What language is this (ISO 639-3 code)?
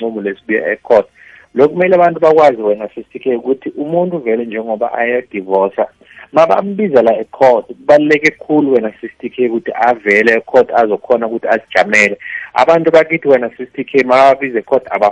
nbl